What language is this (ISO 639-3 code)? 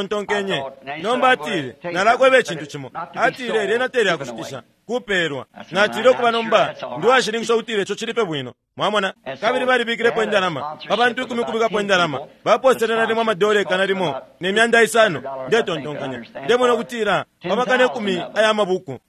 bem